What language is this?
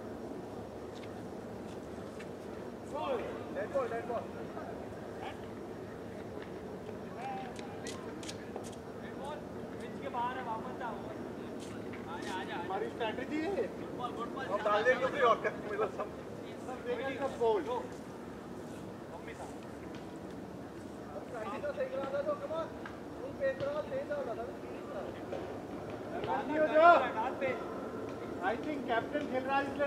Hindi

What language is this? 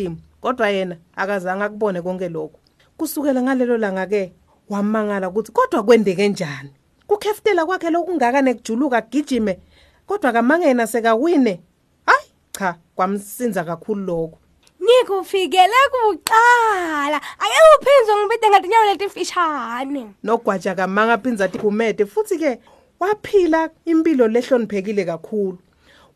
Swati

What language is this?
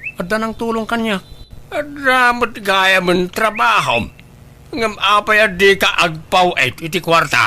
Iloko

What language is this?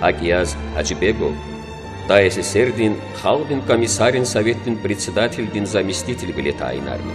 Lezghian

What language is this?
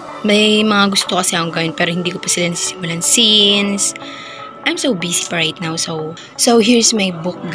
Filipino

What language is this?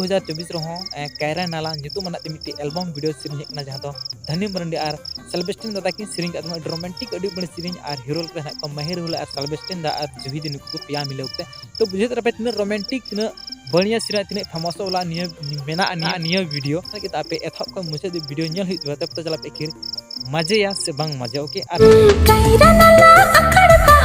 Santali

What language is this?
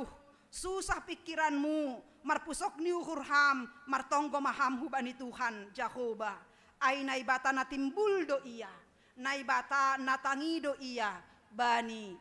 Batak Simalungun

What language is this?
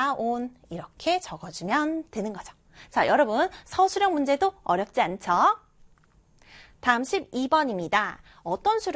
Korean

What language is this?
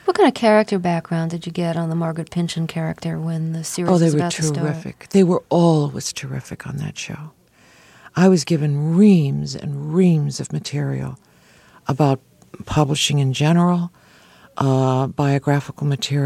English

